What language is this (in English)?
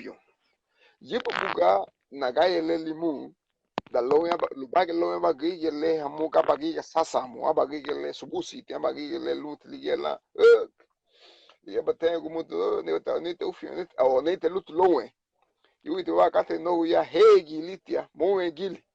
Garifuna